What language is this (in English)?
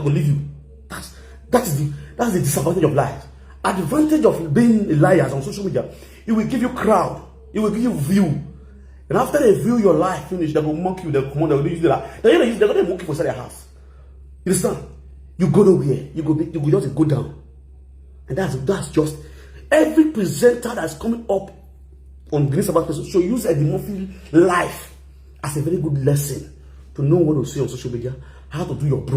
Nigerian Pidgin